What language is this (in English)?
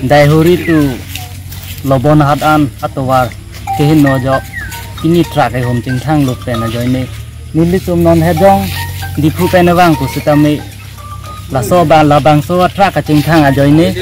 Karbi